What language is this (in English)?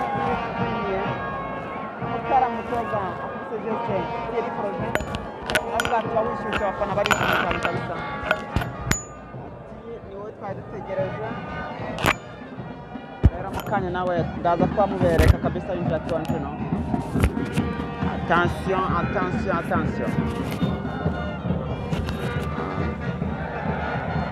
Kinyarwanda